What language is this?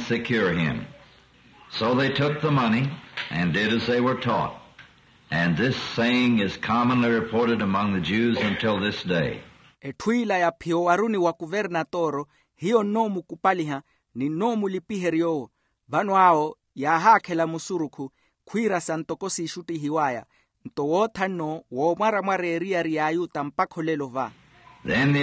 Makhuwa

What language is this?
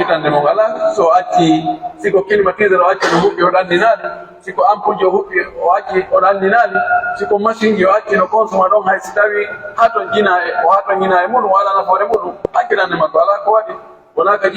Pular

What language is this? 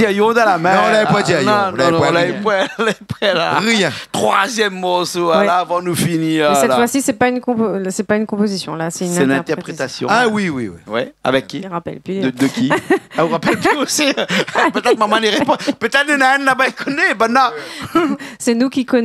Réunion Creole French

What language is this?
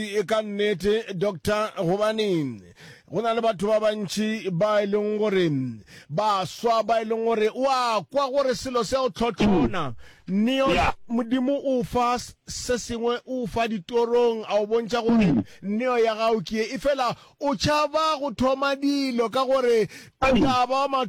Northern Sotho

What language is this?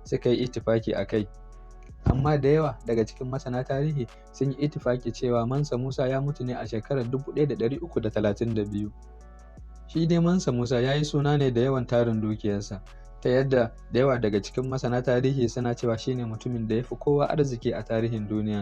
Hausa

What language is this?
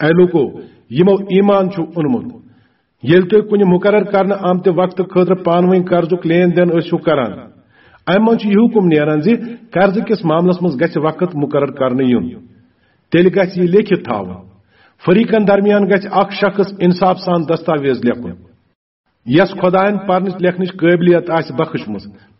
Kashmiri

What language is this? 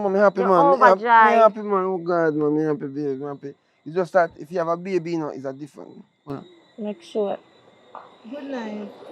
Jamaican Creole English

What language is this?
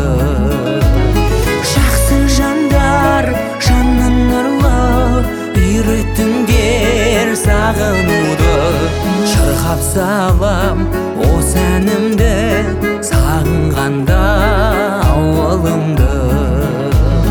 Kazakh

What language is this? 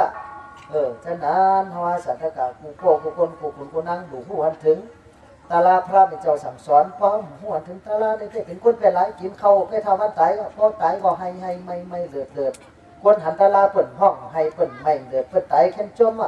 Shan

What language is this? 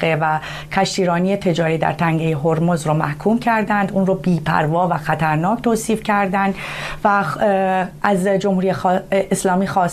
Persian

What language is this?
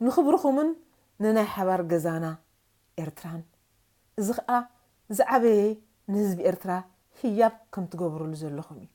Tigrinya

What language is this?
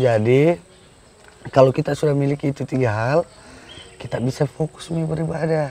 Makassar Malay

